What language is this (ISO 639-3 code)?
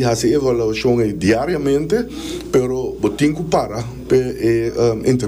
pap